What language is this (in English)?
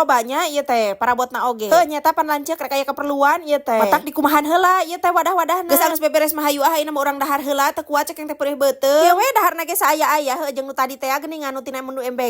Sundanese